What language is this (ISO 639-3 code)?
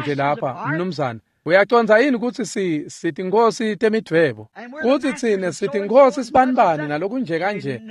ssw